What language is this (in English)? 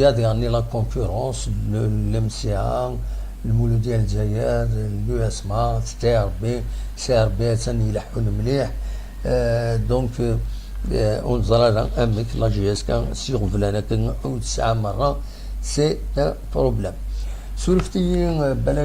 Kabyle